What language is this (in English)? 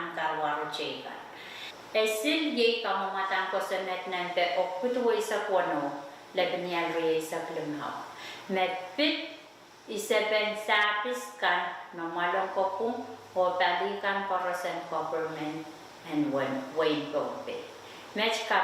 Pohnpeian